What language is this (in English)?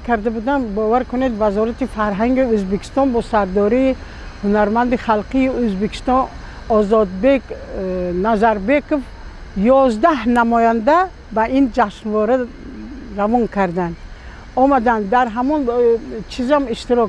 Tajik